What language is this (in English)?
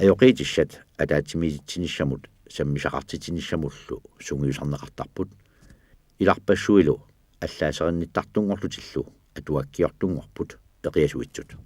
Kalaallisut